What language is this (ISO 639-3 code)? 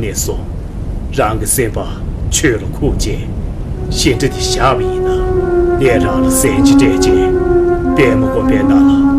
bod